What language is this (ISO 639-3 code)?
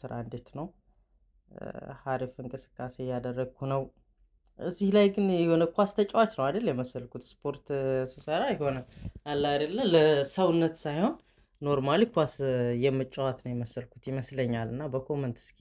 amh